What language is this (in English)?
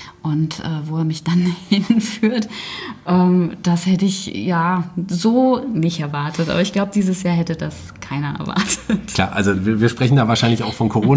German